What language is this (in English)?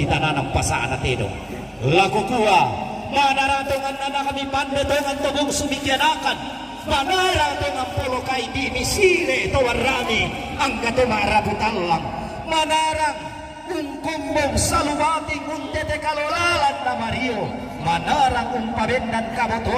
Toraja-Sa'dan